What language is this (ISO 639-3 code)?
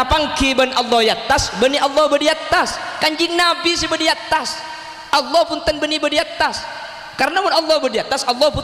mad